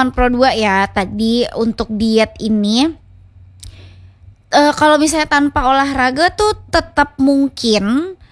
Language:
Indonesian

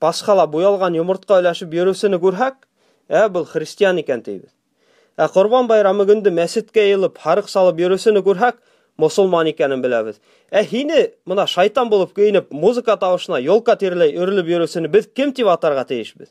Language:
Bashkir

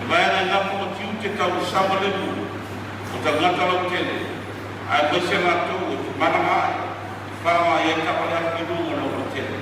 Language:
Samoan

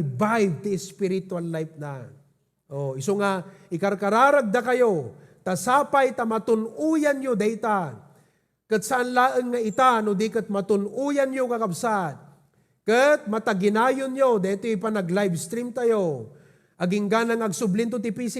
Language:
Iloko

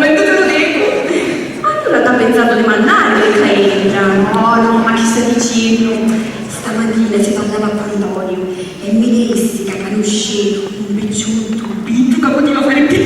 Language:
Sicilian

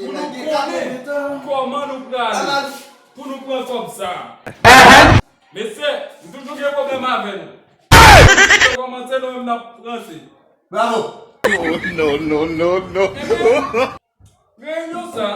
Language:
Haitian Creole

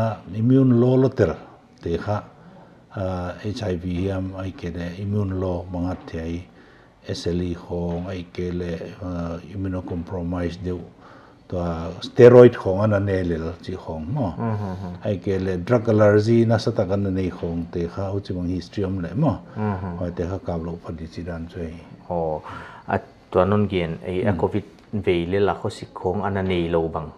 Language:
Paite Chin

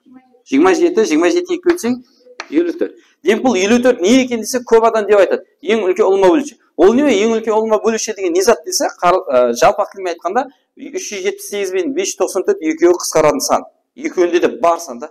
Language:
Kara-Kalpak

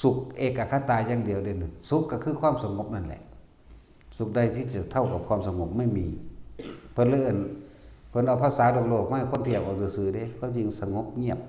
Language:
Northeastern Thai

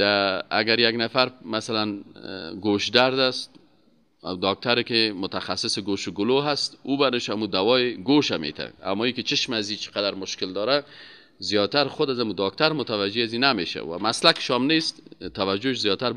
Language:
Persian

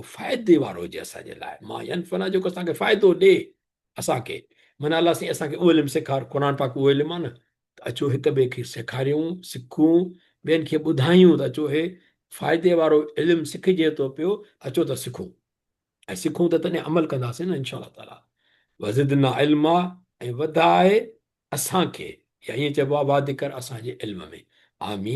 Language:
Sindhi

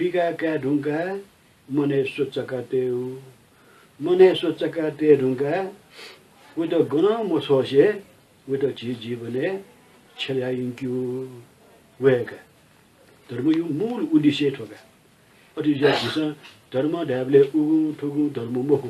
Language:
Newari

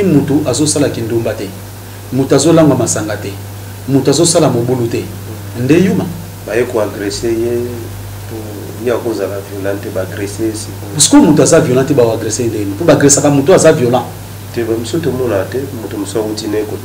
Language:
Lingala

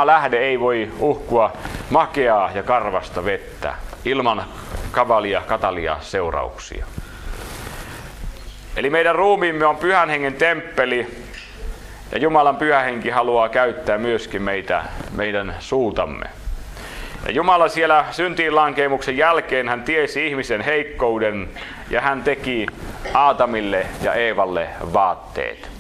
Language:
Finnish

